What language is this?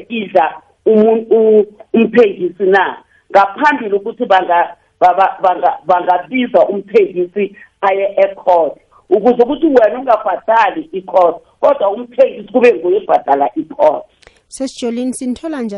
South Ndebele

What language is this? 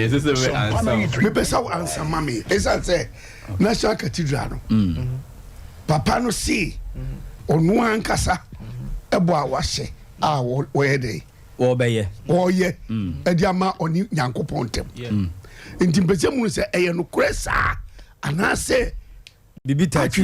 Akan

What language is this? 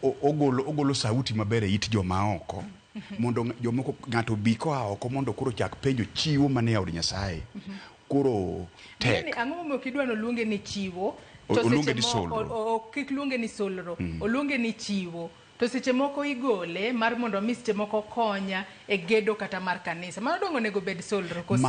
Luo (Kenya and Tanzania)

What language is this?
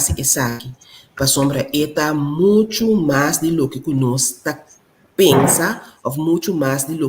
Papiamento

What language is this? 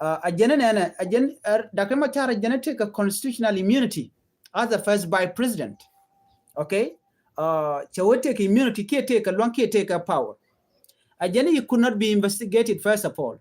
Nuer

